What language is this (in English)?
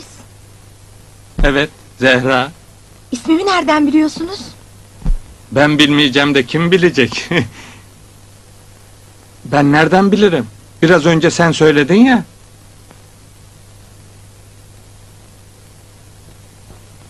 Turkish